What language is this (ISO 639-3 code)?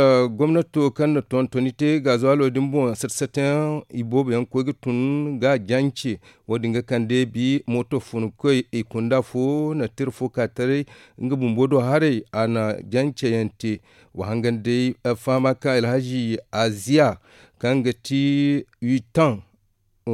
dje